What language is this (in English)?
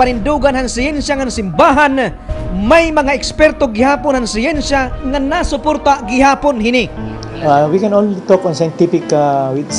Waray